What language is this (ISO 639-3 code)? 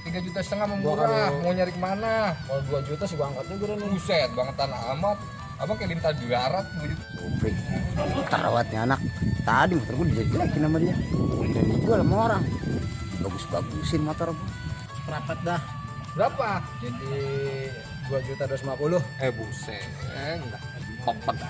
bew